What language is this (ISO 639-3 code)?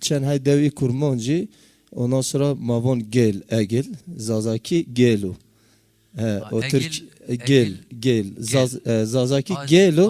zza